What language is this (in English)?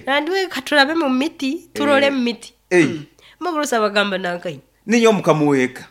Nyoro